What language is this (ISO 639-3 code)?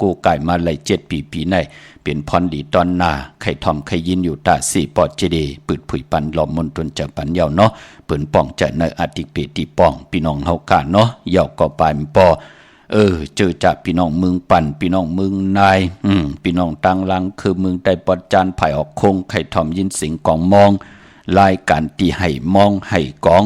shn